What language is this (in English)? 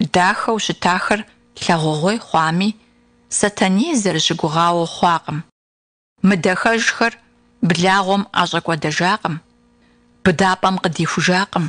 Kabardian